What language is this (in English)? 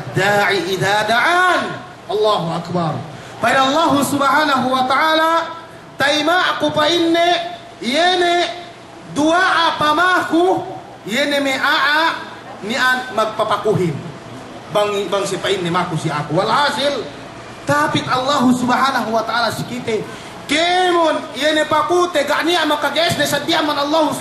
Yakan